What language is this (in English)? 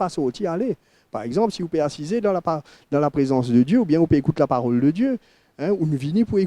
Morisyen